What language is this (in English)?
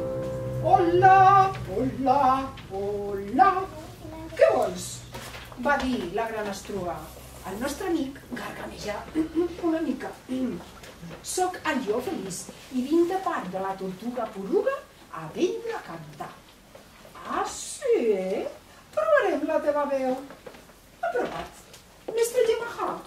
Catalan